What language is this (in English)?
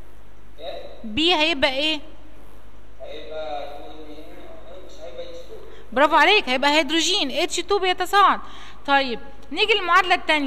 Egyptian Arabic